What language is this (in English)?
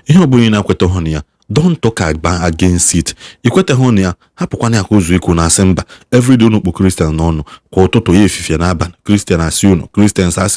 Igbo